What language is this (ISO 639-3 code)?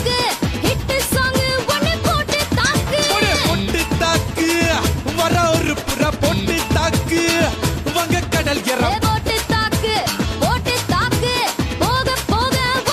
tam